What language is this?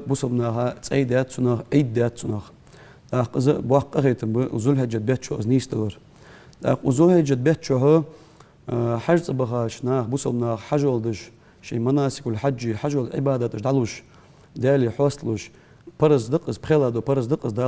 Ingush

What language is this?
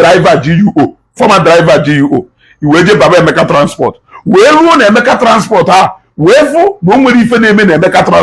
Igbo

